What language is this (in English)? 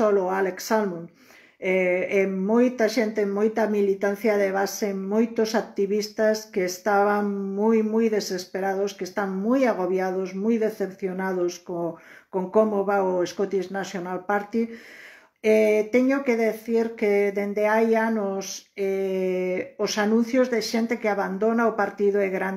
Galician